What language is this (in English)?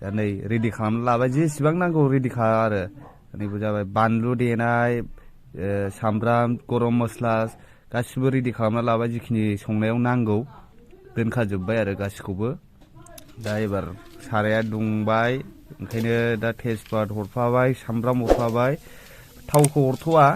Bodo